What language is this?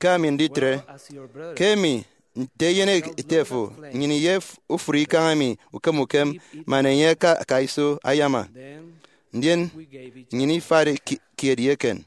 Efik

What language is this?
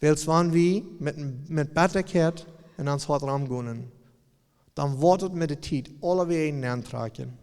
Plautdietsch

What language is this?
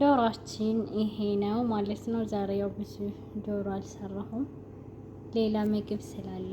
Amharic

